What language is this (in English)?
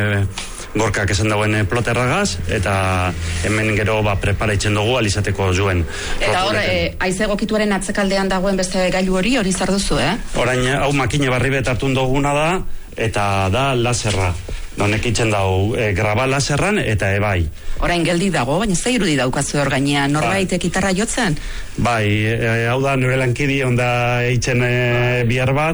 Basque